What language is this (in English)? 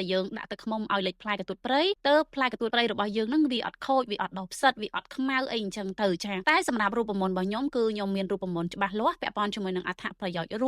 Khmer